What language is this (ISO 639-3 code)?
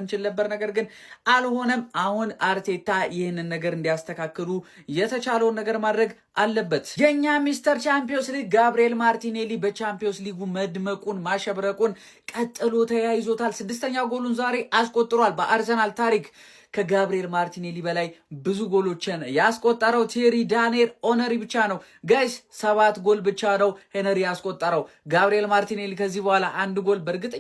amh